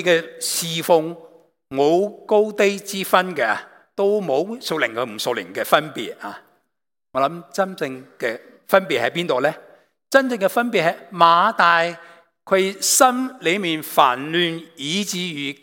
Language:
Cantonese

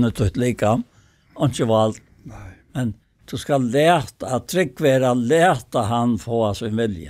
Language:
Faroese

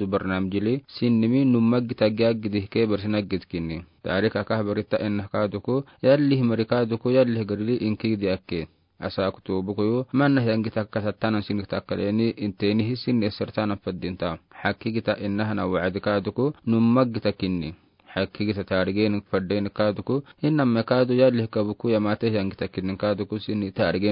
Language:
Afar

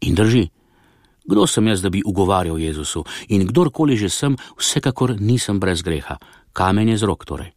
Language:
Slovenian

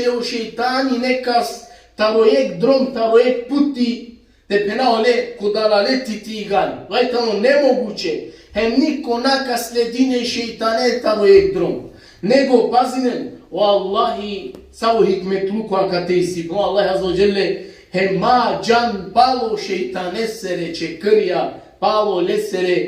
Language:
Balkan Romani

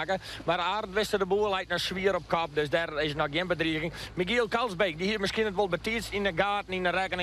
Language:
Western Frisian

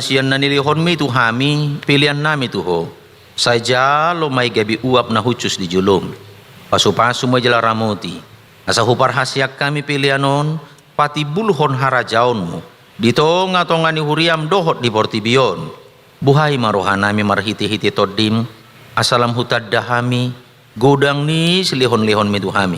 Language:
Batak Toba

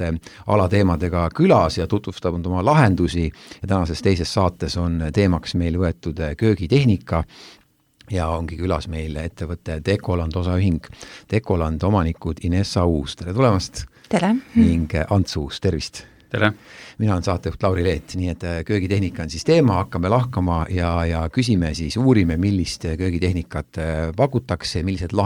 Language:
Estonian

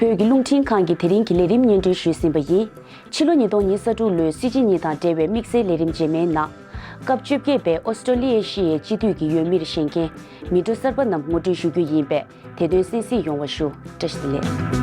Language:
Tibetan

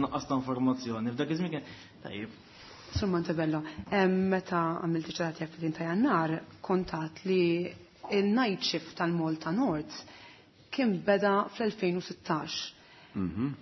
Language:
Maltese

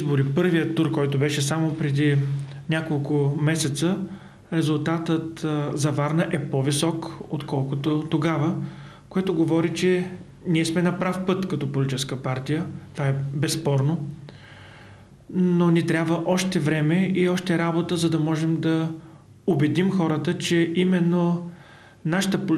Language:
Bulgarian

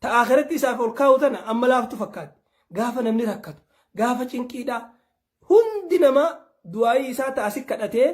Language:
Oromo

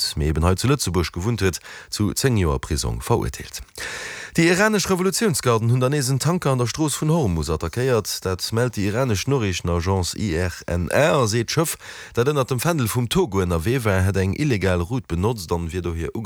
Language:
Luxembourgish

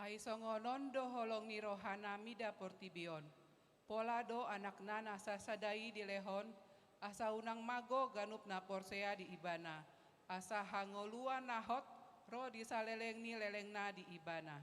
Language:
Batak Toba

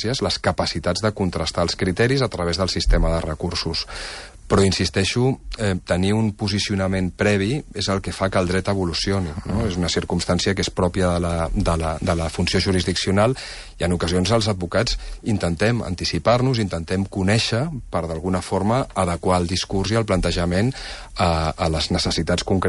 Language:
Catalan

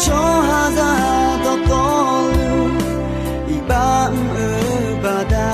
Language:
Akha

